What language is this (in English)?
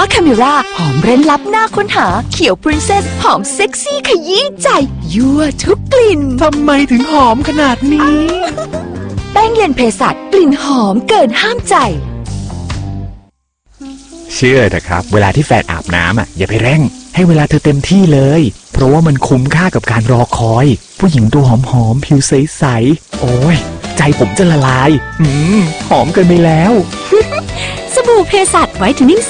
Thai